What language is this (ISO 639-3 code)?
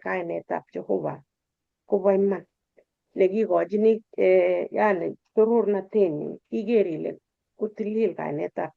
kln